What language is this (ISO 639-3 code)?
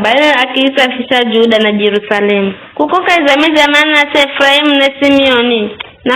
nyf